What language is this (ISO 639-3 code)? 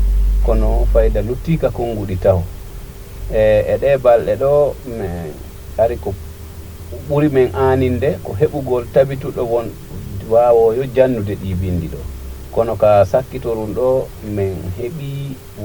ful